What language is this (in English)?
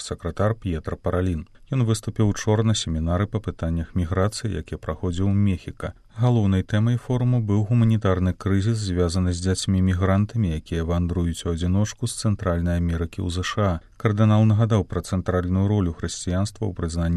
Belarusian